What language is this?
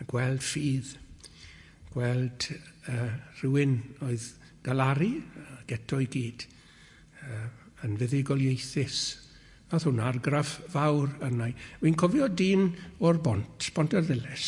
Welsh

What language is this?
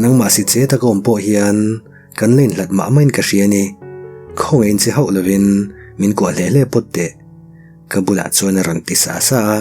Mizo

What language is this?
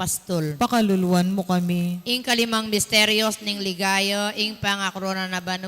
Pampanga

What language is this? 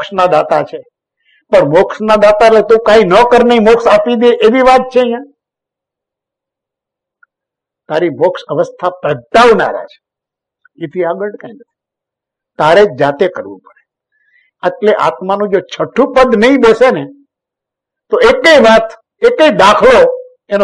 Gujarati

